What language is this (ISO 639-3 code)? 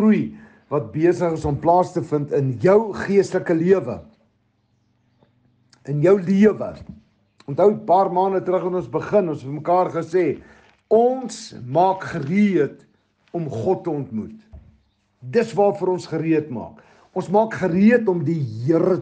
afr